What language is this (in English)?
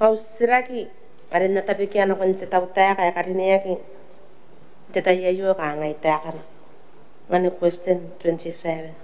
Gilbertese